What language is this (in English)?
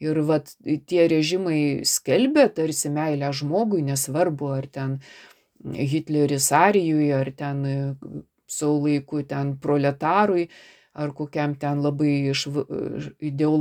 Lithuanian